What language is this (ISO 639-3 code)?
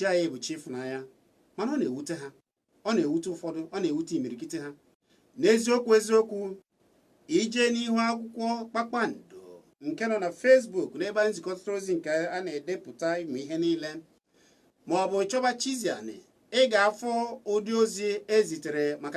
ibo